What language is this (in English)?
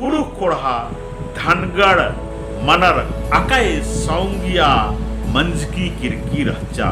Kurukh